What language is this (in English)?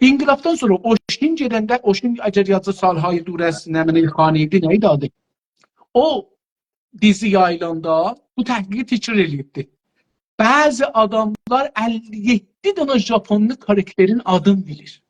South Azerbaijani